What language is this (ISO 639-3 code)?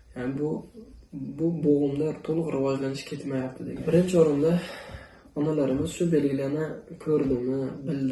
uzb